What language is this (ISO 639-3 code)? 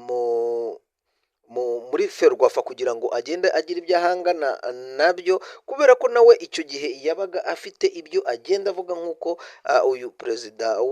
kin